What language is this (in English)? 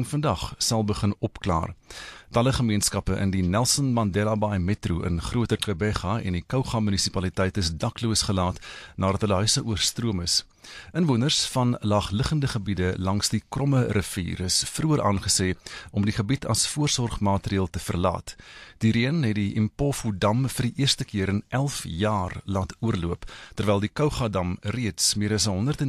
Afrikaans